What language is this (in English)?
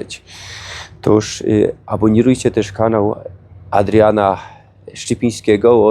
Silesian